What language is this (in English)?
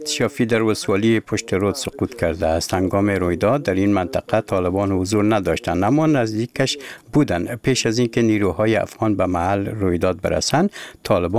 Persian